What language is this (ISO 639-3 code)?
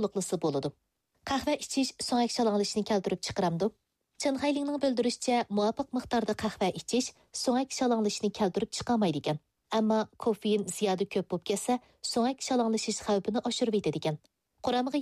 uig